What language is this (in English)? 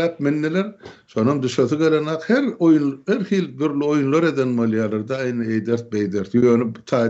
Turkmen